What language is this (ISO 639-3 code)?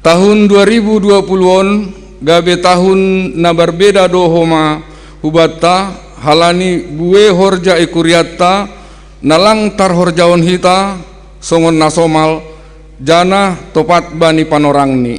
bts